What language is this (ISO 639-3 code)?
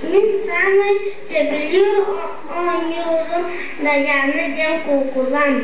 sah